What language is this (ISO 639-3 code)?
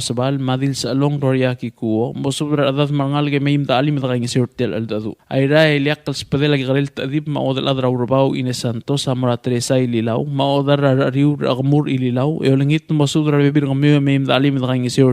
pau